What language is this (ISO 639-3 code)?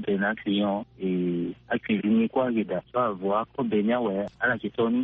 sag